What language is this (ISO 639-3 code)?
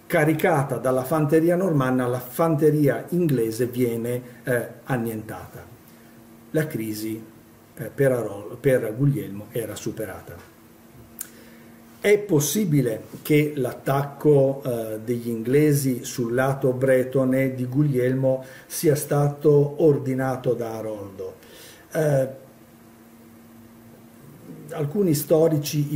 ita